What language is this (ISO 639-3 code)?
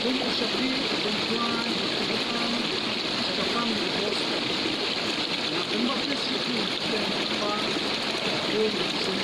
kha